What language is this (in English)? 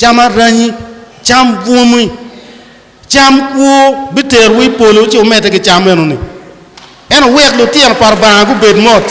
Acoli